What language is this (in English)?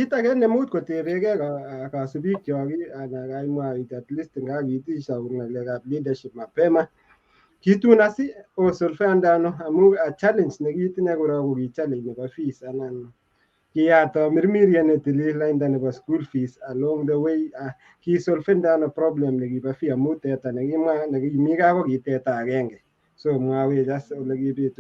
Kalenjin